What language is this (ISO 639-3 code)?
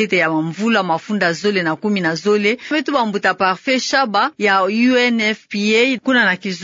ktu